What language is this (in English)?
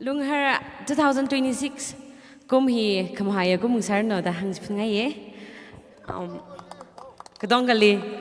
Tangkhul Naga (India)